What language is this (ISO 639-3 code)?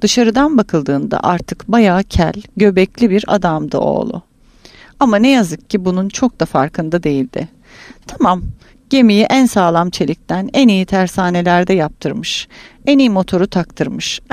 tur